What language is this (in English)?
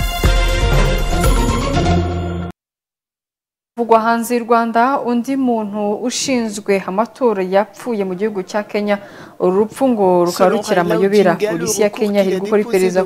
Kinyarwanda